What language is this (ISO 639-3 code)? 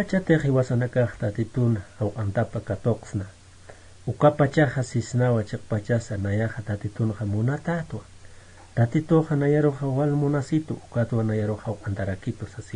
aym